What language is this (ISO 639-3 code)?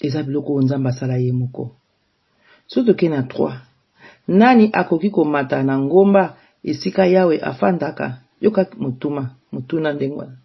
lin